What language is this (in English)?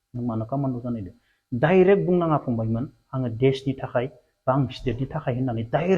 Bodo